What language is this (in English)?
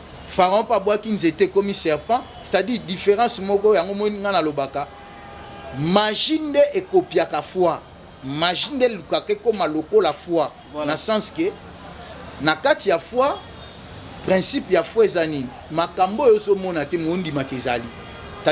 Lingala